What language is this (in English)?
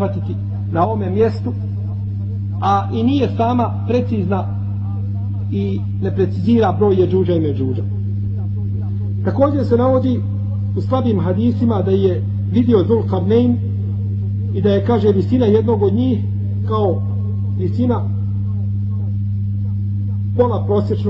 Bosnian